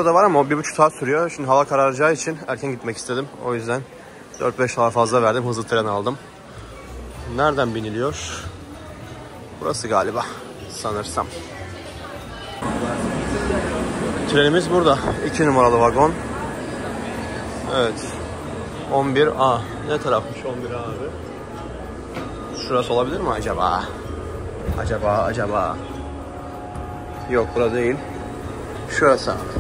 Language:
Turkish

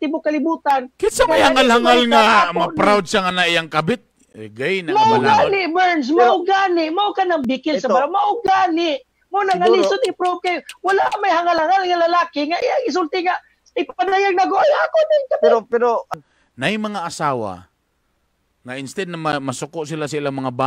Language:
Cebuano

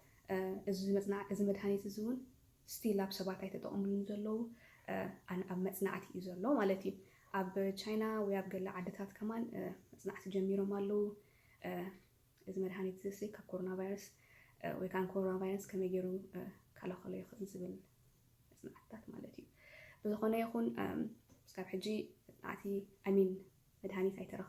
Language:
Tigrinya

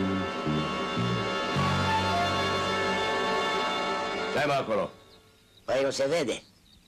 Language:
Romanian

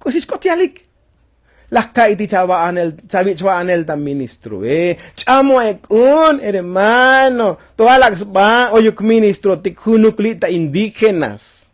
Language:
Tzotzil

